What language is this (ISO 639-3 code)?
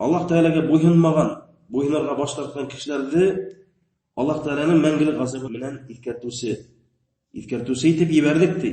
bak